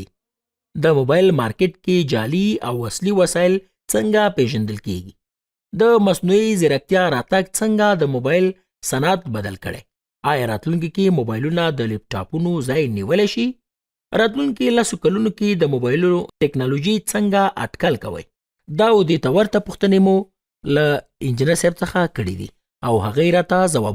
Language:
Pashto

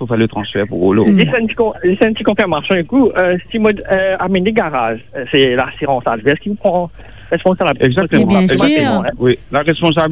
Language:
Morisyen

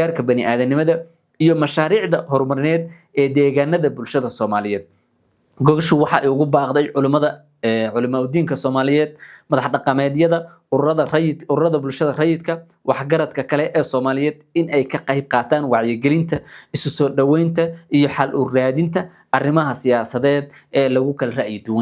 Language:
Somali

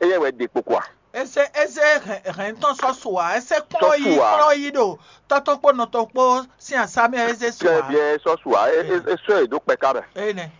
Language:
Fon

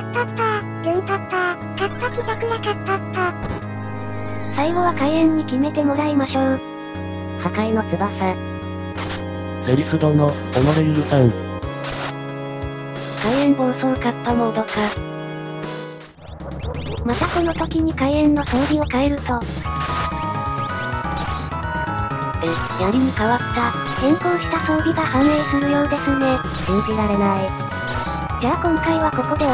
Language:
Japanese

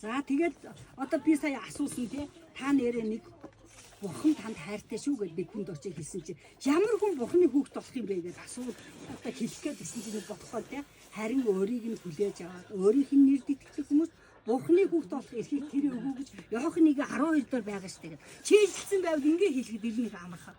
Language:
Mongolian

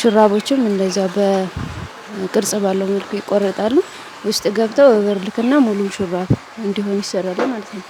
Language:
Amharic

